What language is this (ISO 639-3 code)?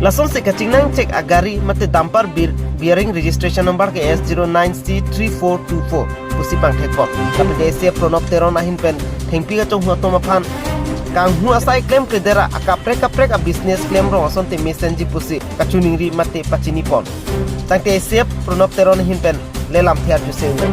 mjw